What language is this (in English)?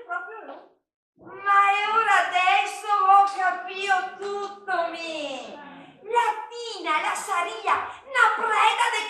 Venetian